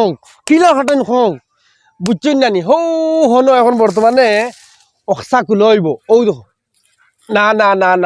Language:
Sylheti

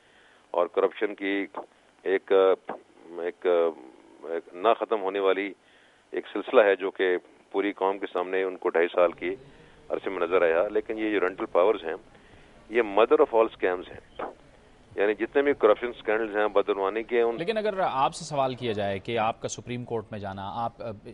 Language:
Urdu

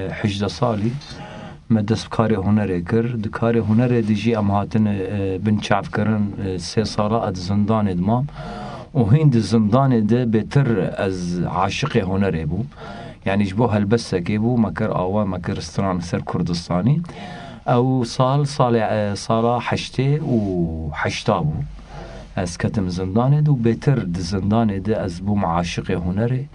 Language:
Kurdish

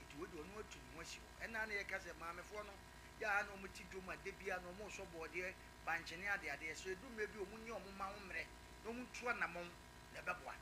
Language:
Akan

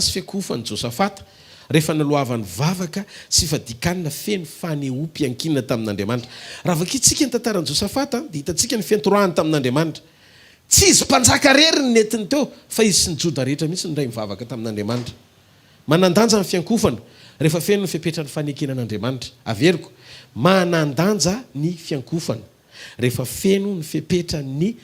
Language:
Malagasy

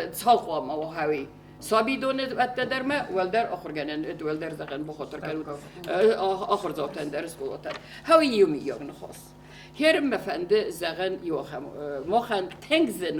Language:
Ossetic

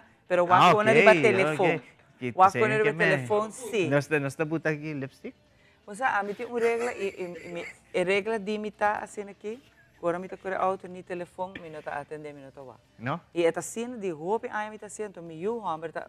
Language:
Papiamento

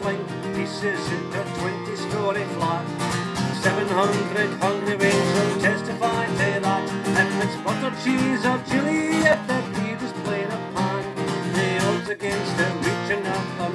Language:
Scots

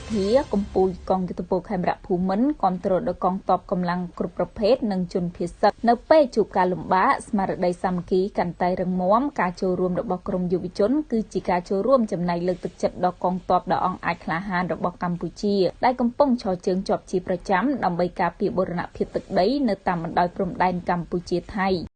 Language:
Khmer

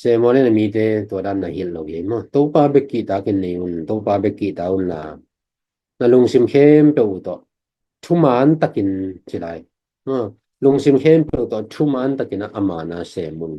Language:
Tedim Chin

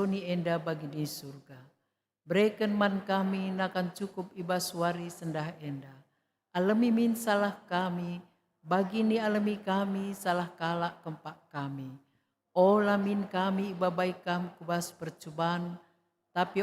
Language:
Batak Karo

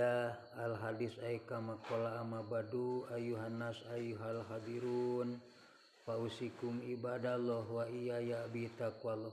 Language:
Sundanese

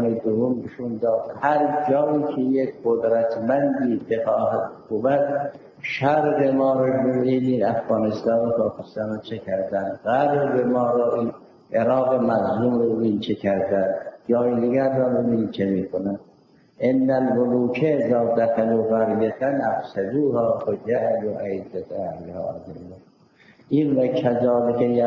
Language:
Persian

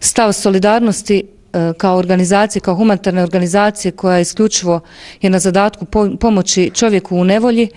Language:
Bosnian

